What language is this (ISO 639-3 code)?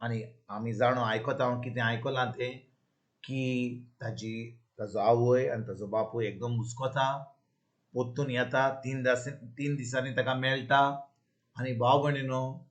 kok